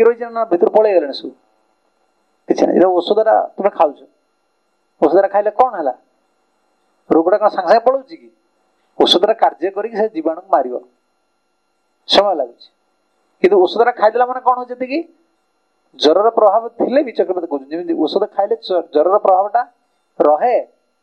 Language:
Odia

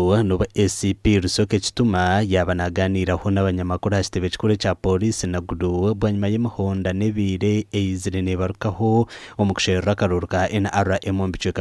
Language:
Nyankole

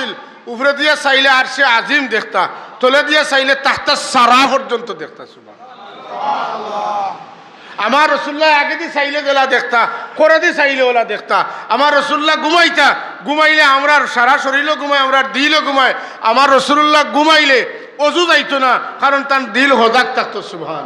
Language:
Sylheti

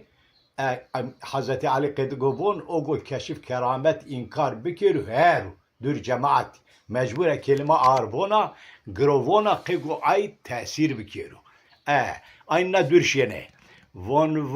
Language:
Zaza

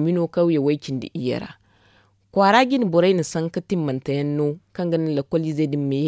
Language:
Zarma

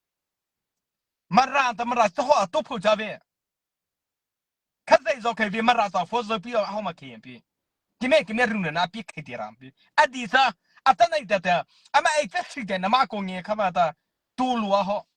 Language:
Mara Chin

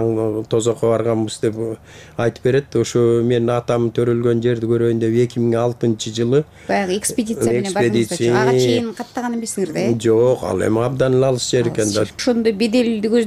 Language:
Kyrgyz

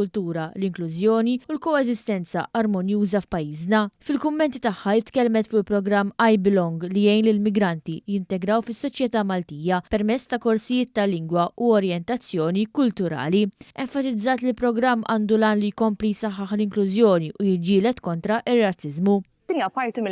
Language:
Maltese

